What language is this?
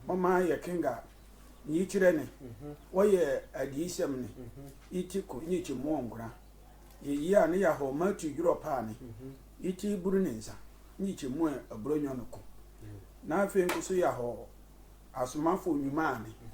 Sehwi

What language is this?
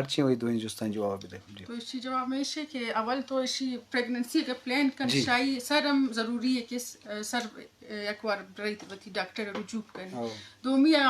Eastern Balochi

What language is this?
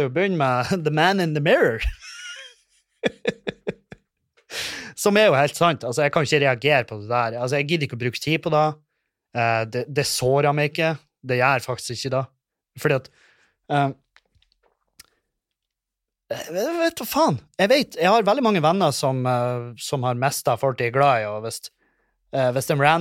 Norwegian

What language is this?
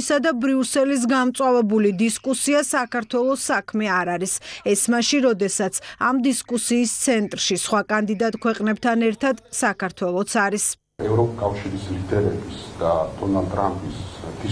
Georgian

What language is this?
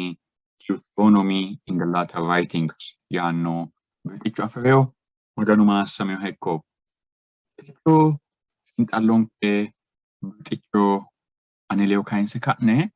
Sidamo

